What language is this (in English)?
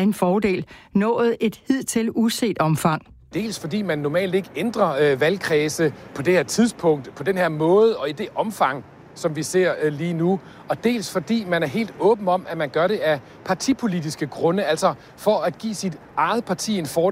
Danish